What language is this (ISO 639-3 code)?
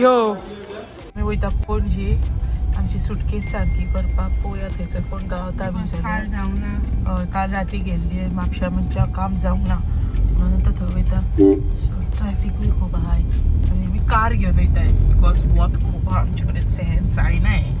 kok